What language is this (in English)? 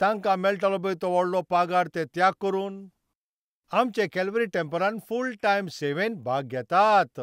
Konkani